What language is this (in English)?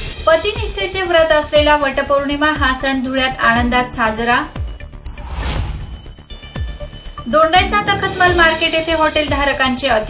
Marathi